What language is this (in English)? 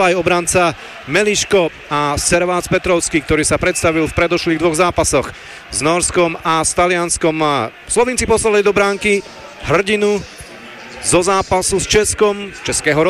Slovak